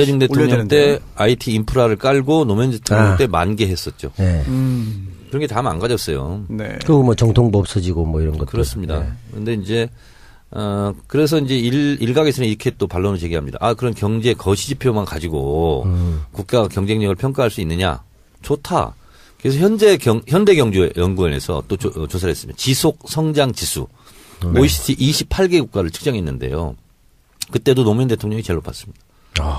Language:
Korean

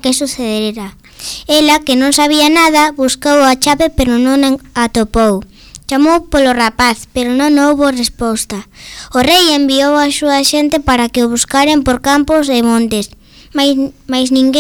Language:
Galician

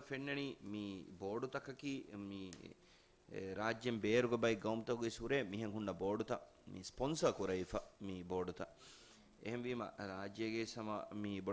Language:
Divehi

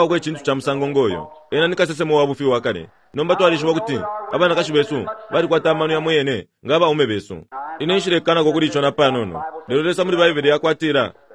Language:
Bemba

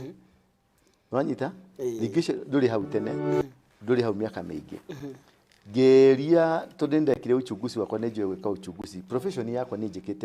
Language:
Kikuyu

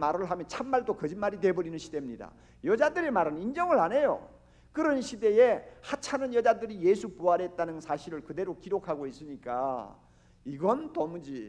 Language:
Korean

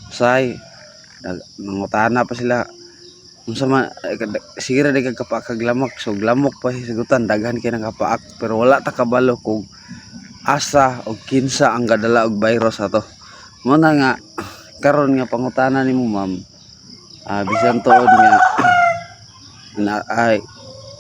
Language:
Cebuano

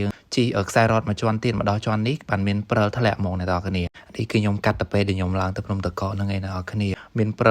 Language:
Khmer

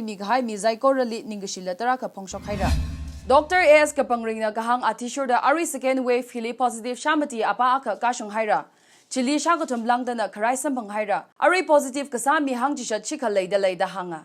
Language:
Tangkhul Naga (India)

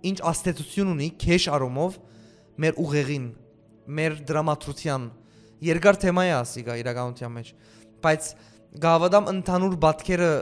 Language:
Western Armenian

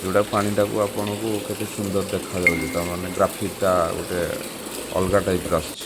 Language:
Odia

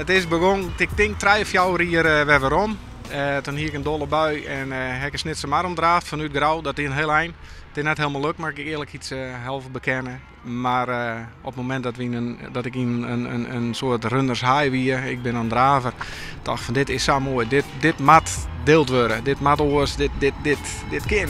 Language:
Western Frisian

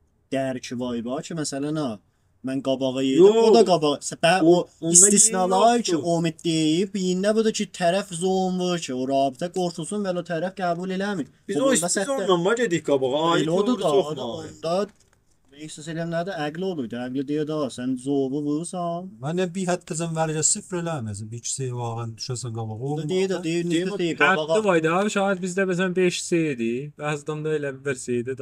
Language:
South Azerbaijani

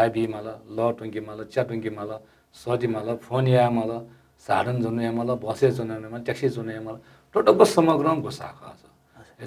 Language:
Newari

